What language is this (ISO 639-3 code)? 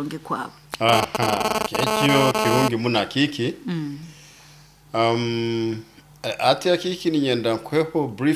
nyo